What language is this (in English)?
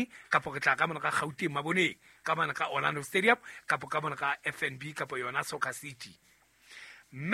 Southern Sotho